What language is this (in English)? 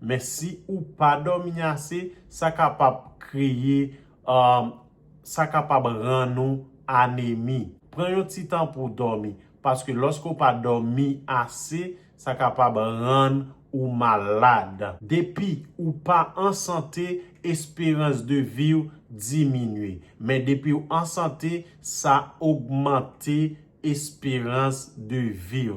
Haitian Creole